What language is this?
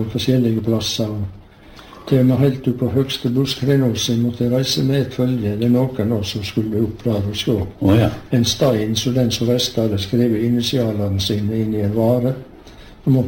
Norwegian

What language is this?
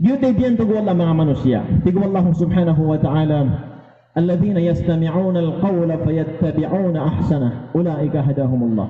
Maranao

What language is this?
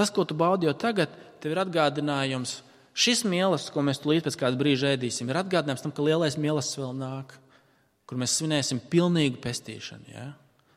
Latvian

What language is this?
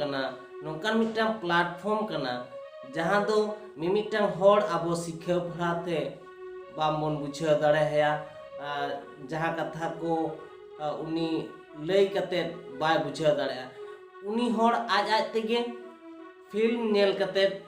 Santali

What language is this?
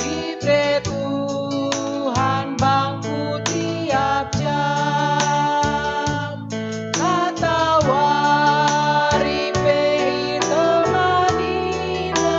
Batak Karo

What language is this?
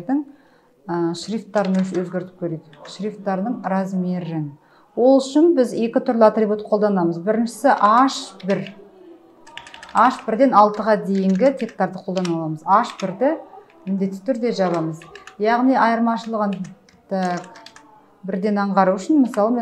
Kazakh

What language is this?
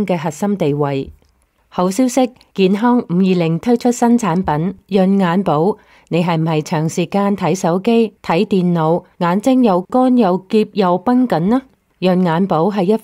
Cantonese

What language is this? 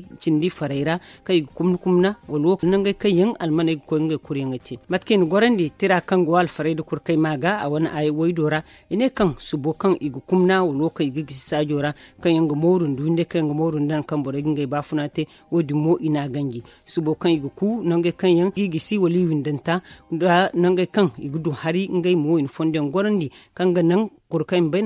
Zarma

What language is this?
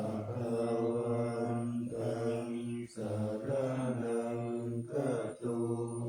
Pali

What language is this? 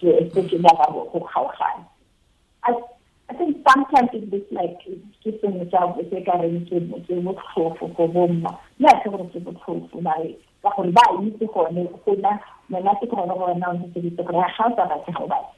Tswana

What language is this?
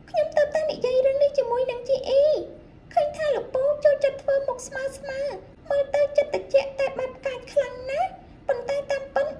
Khmer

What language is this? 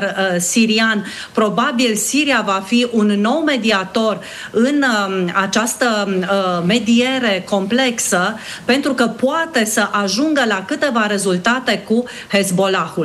Romanian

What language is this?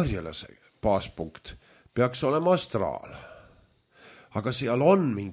Estonian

